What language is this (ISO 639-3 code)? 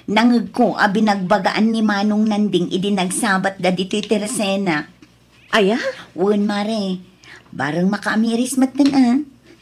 ilo